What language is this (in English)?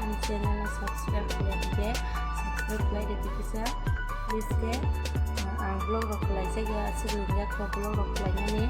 Kok Borok